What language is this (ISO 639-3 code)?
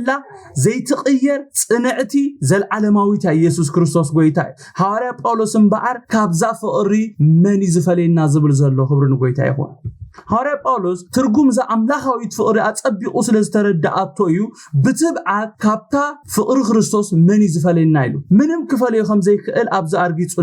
tir